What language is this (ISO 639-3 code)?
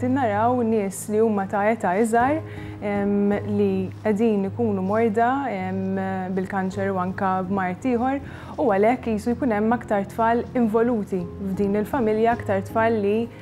mlt